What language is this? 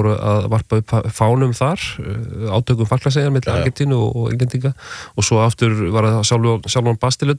Icelandic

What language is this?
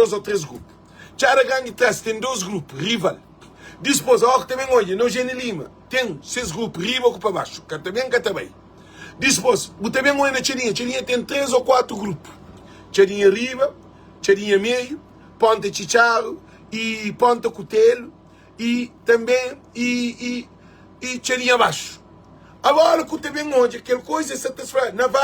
Kabuverdianu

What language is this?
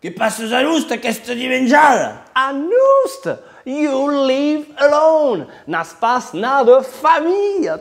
Occitan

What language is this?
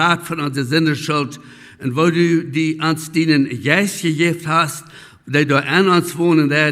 Plautdietsch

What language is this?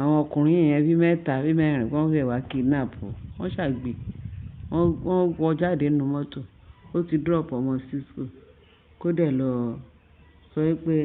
Yoruba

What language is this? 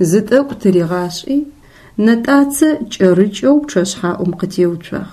Adyghe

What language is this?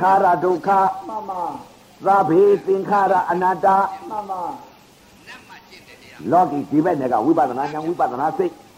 Burmese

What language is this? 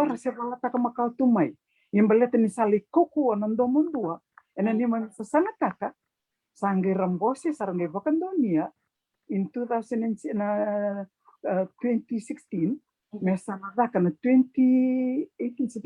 Fijian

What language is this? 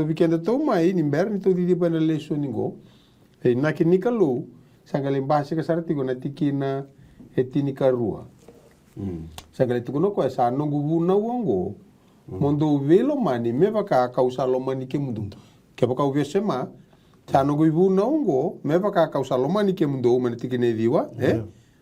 Fijian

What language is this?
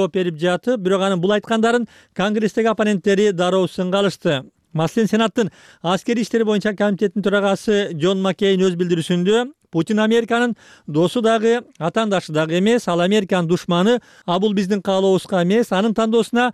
Kyrgyz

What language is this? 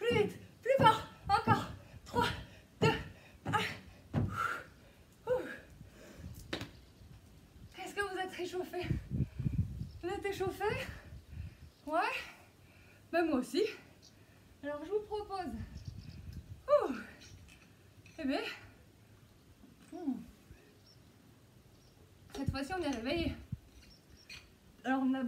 French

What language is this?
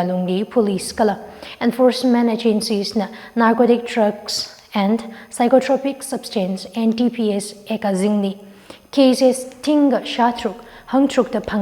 Tangkhul Naga (India)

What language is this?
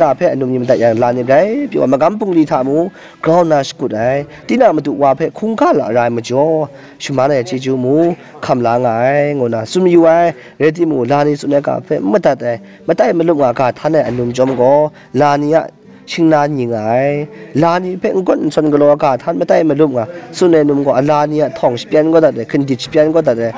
Kachin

